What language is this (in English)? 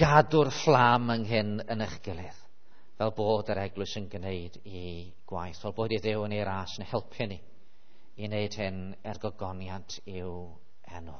Welsh